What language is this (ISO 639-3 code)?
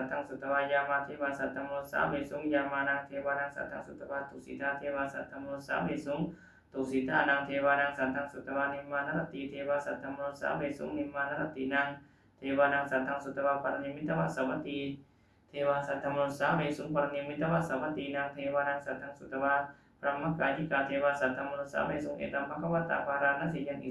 pli